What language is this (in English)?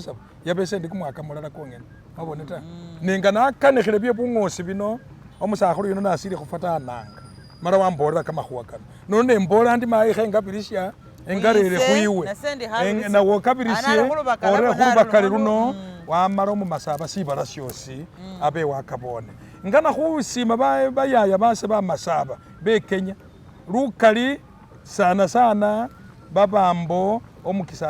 Masaaba